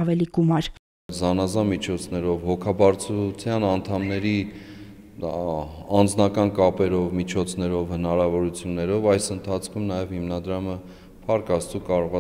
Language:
Armenian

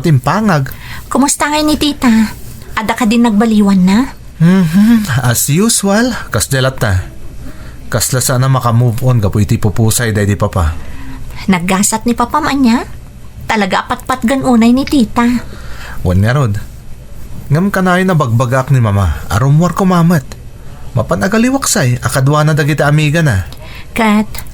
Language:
Iloko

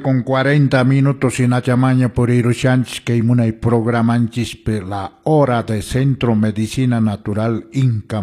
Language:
Quechua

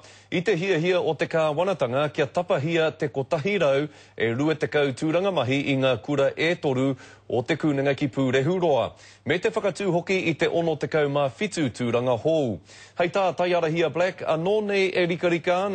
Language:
Māori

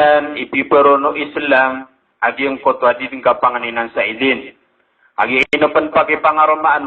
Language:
Maranao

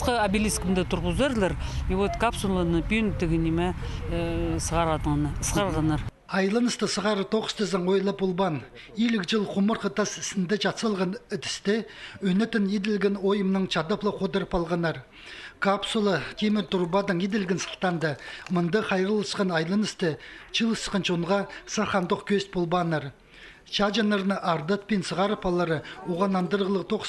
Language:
Khakas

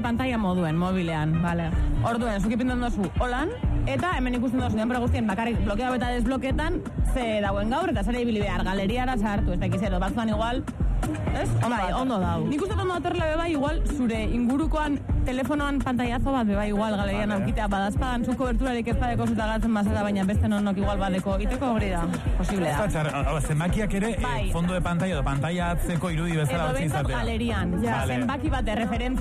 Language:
Basque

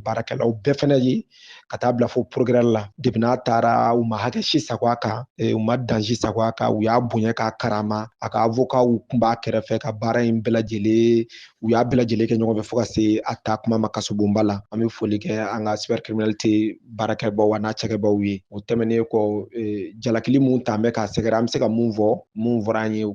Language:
Bambara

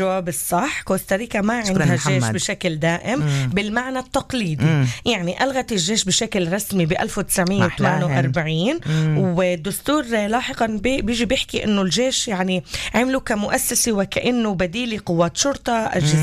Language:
North Levantine Arabic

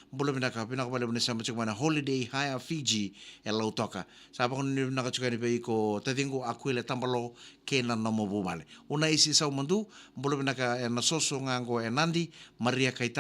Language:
Fijian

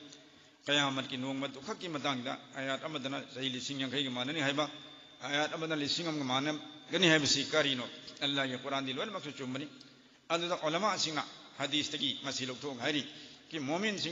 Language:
Manipuri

